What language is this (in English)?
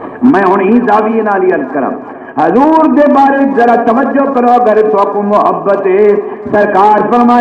Saraiki